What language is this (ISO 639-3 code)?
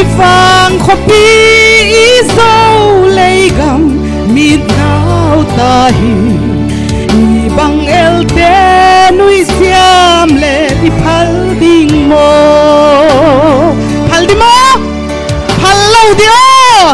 pck